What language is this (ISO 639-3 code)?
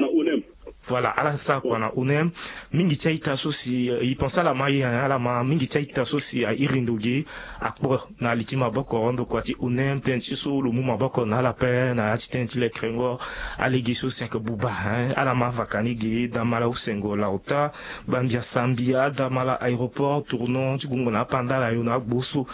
sag